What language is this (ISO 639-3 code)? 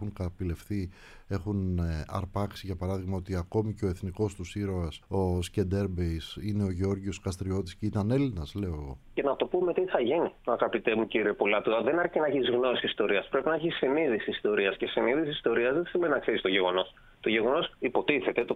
ell